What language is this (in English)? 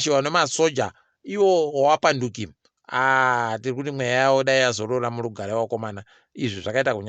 Ndau